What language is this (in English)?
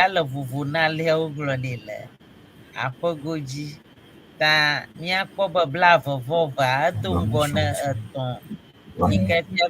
Ewe